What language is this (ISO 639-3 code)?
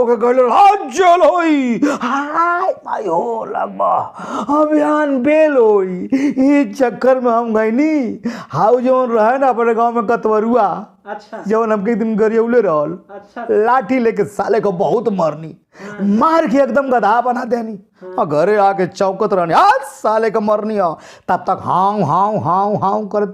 bho